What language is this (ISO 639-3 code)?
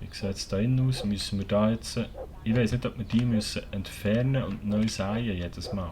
gsw